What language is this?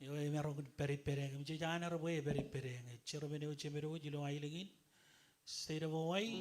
Marshallese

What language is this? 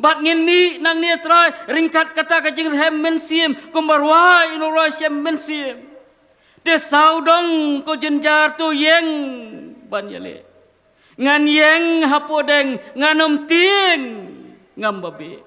Khasi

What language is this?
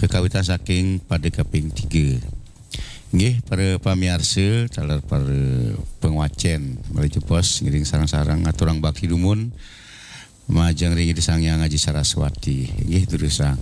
Balinese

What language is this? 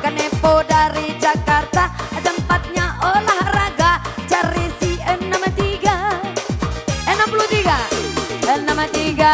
Minangkabau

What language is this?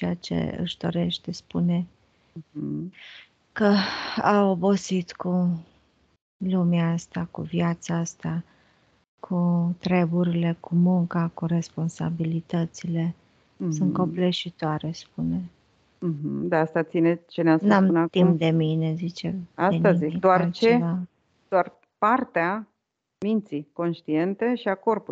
Romanian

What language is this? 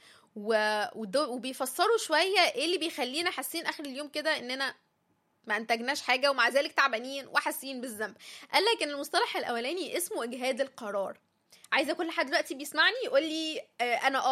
Egyptian Arabic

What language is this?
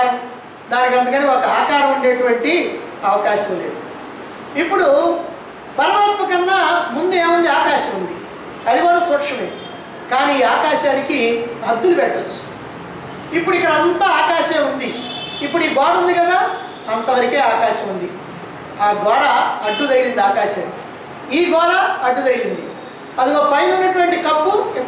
Telugu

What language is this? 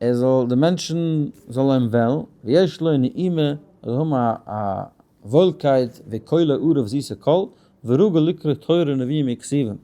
Yiddish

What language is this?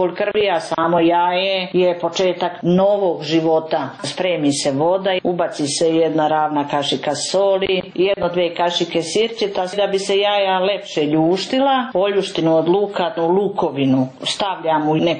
Serbian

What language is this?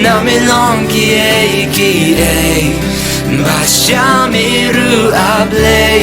Khasi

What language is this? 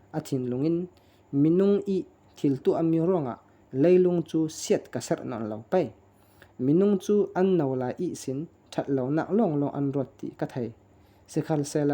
Falam Chin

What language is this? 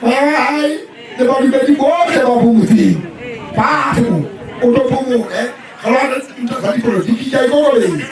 Southern Sotho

